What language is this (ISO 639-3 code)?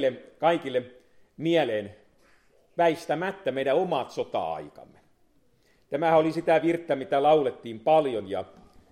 fin